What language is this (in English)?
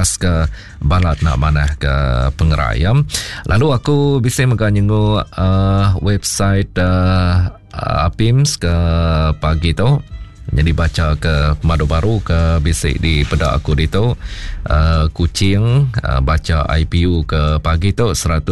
Iban